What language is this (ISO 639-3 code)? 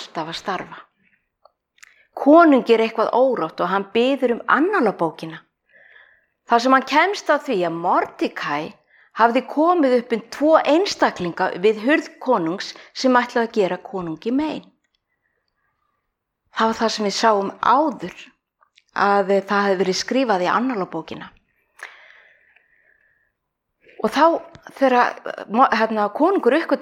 isl